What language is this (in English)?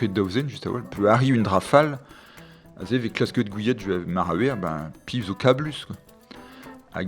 Breton